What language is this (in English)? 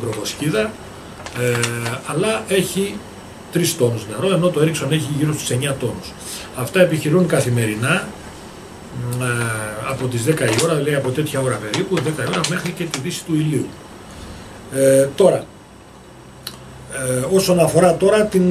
Greek